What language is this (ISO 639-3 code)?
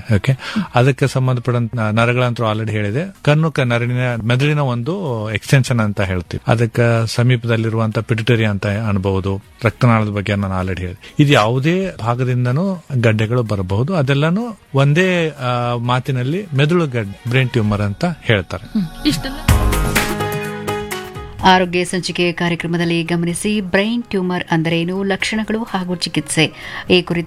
kan